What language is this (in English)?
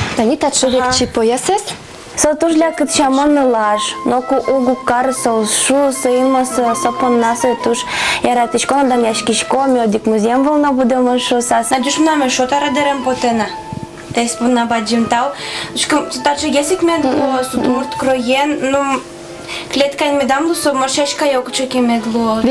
Udmurt